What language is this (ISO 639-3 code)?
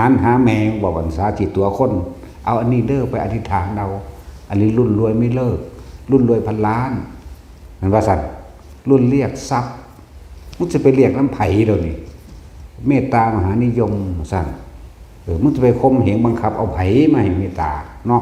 tts